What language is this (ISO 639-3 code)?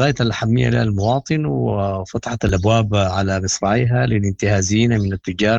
apd